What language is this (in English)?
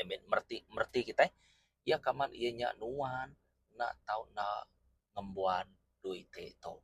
Iban